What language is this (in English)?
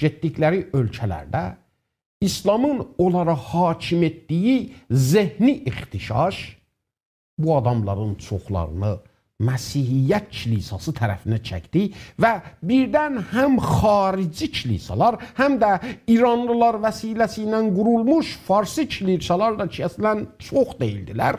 South Azerbaijani